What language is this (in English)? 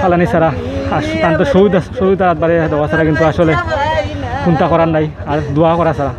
Sylheti